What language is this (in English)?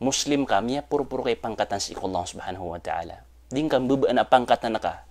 Maranao